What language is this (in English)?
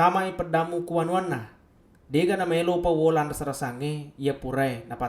Buginese